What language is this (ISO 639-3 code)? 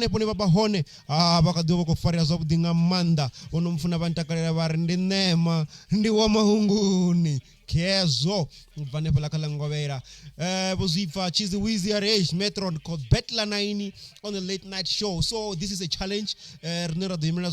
ven